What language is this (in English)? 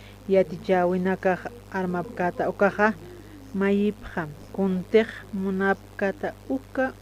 Aymara